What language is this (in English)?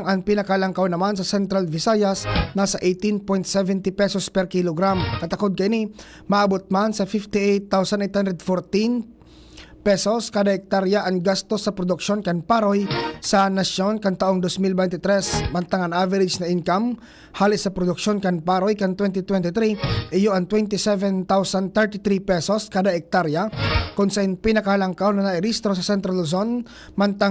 Bikol